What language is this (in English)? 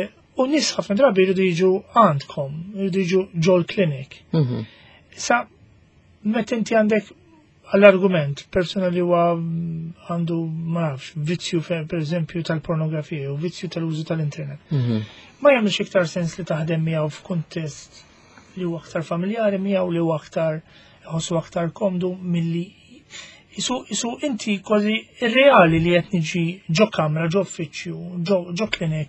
Maltese